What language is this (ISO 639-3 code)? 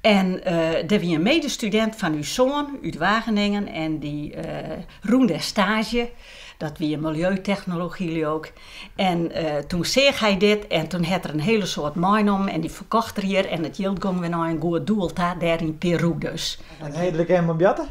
fry